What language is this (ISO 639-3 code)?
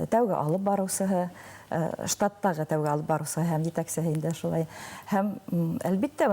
bak